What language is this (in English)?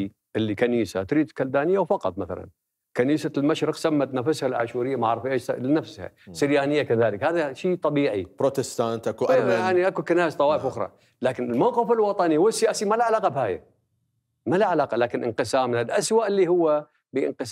Mesopotamian Arabic